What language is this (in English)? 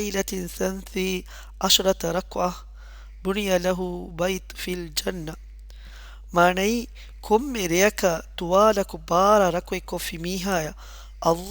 Divehi